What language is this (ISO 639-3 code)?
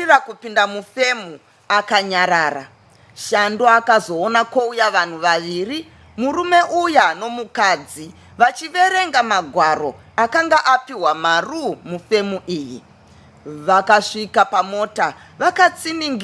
sna